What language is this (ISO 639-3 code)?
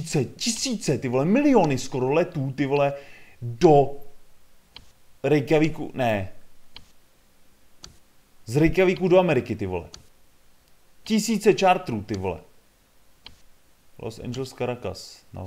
ces